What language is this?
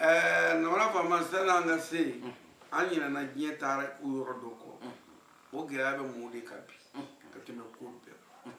Bambara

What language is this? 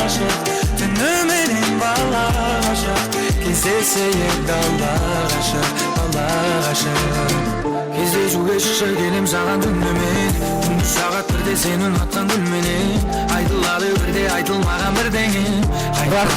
Kara-Kalpak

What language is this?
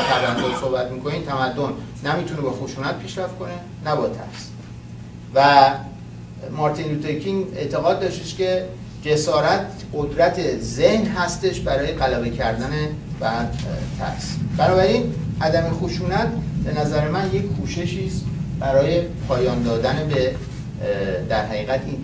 Persian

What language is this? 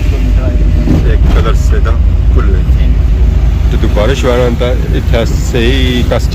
Pahari-Potwari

